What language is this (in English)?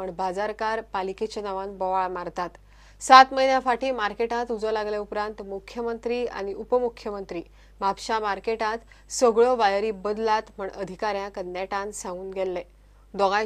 Konkani